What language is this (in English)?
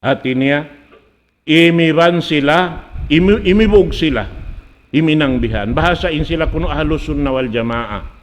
Tausug